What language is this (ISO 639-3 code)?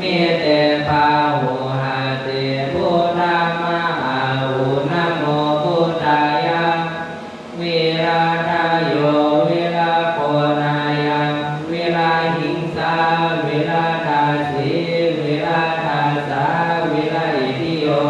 pli